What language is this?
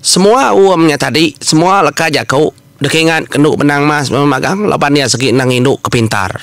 Iban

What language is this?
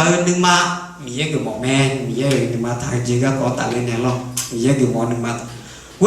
Akha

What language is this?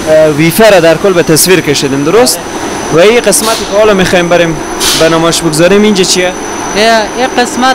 Persian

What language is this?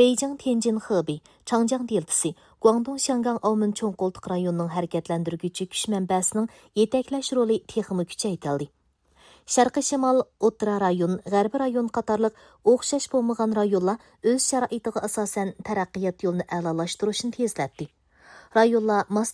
Uyghur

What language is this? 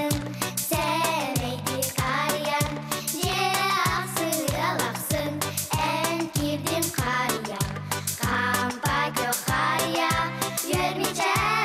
Yakut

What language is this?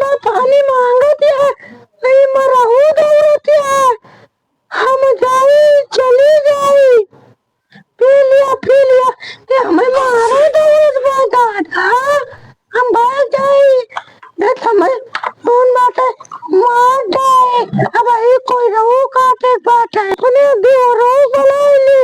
Awadhi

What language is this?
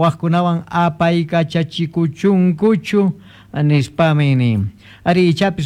Quechua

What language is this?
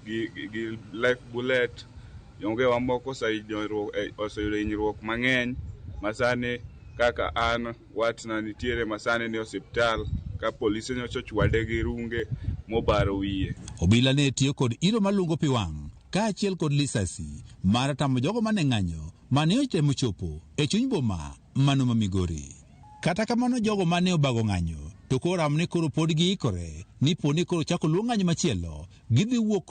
Luo (Kenya and Tanzania)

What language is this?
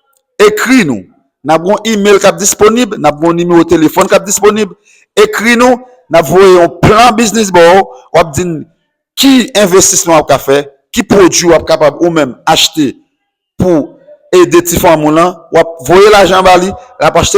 Haitian Creole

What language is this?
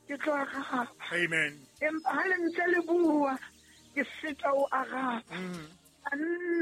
Southern Sotho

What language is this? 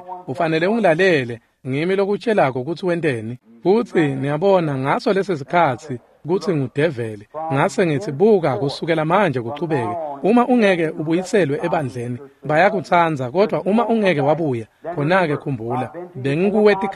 Swati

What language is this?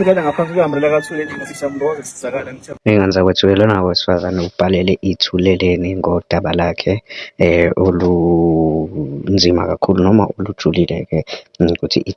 Zulu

